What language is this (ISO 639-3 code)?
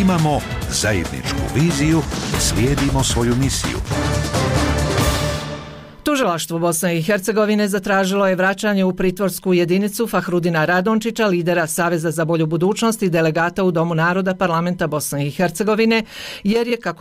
bos